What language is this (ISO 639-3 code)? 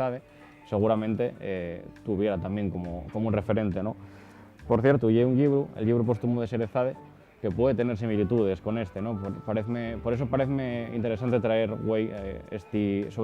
ast